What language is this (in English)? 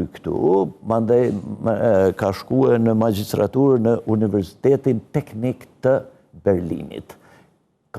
Albanian